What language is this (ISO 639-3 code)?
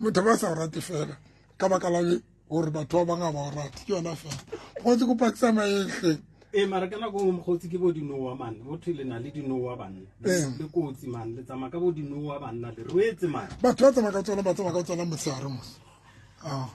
sot